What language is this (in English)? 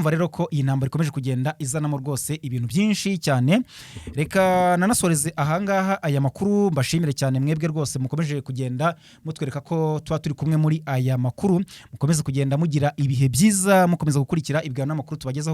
Kinyarwanda